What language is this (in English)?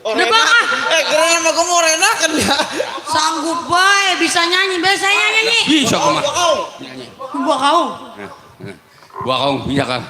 Betawi